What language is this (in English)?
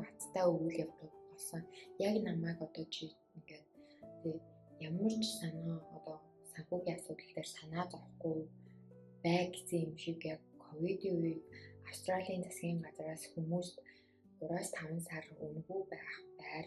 Mongolian